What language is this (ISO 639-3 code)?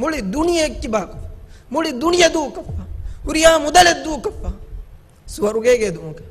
div